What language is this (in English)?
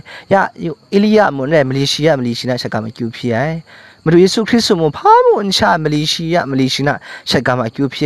Kachin